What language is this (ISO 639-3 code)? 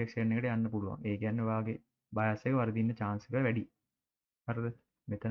sin